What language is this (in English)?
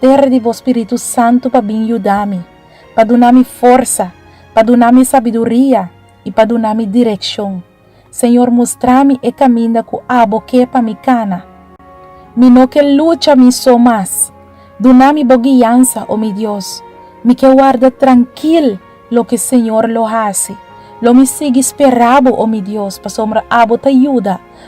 Papiamento